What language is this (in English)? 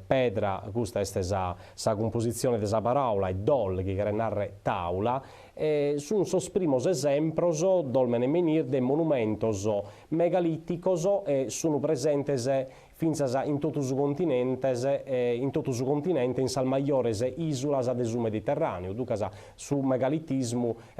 Sardinian